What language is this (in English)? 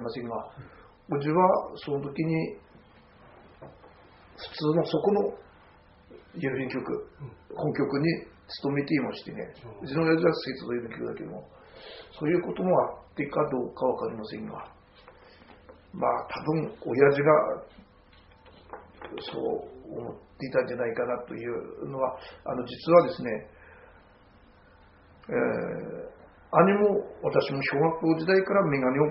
Japanese